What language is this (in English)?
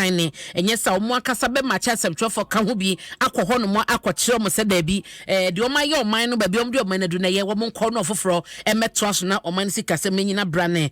Akan